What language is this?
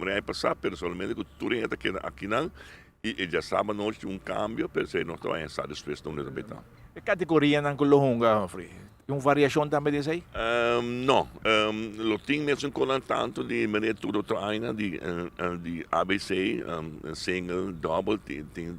Papiamento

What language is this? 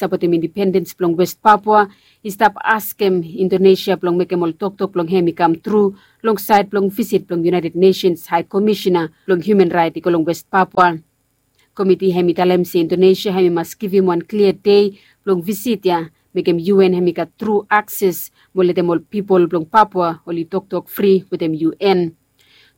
Bislama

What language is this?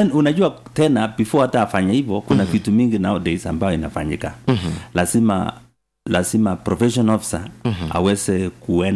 Swahili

